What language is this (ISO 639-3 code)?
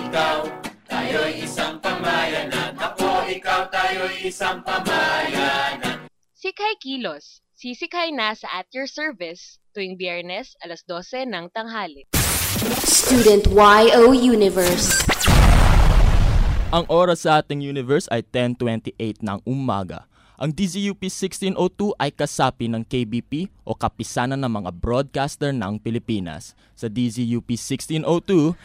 fil